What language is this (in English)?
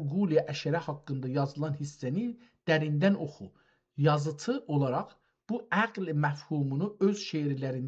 South Azerbaijani